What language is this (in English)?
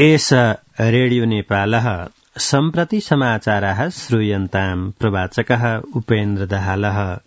Sanskrit